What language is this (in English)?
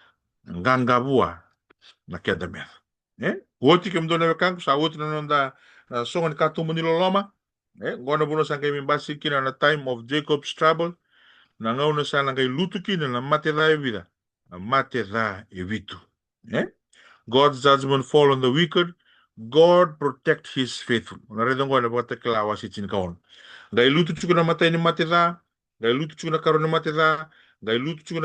Fijian